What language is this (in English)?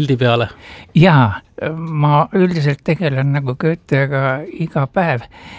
Estonian